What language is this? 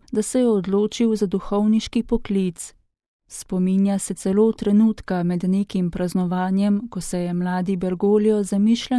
Slovenian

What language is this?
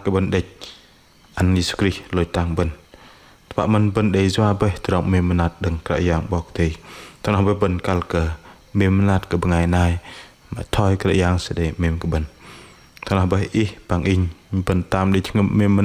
Bahnar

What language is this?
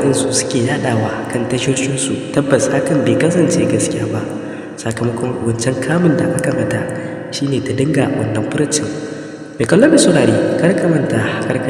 Hausa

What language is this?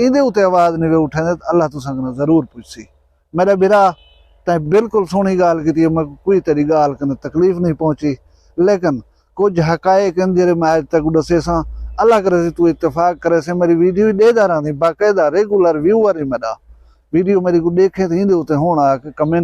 Saraiki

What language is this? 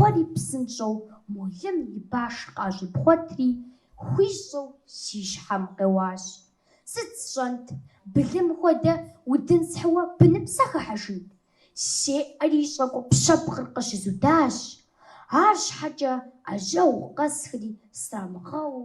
Kabardian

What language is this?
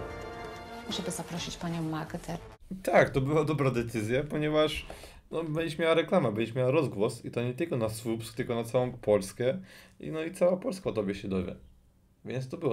Polish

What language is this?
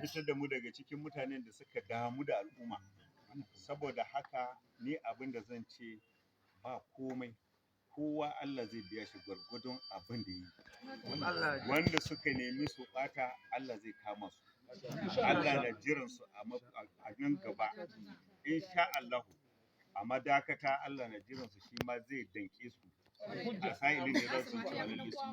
Hausa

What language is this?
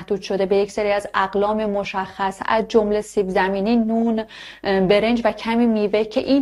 Persian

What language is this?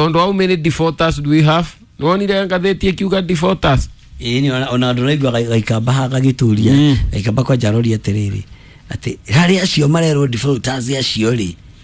Kikuyu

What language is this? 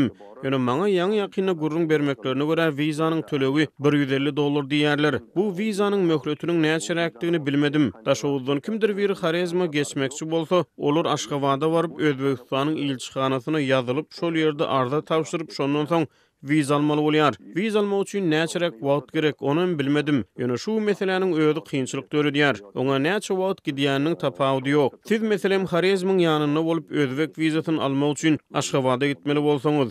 Turkmen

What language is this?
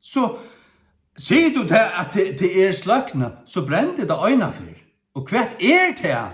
Faroese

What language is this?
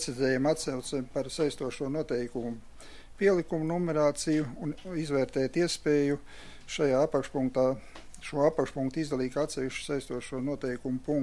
Latvian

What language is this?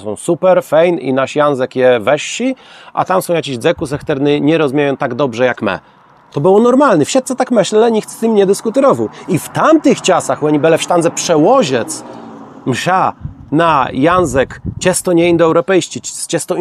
Kashubian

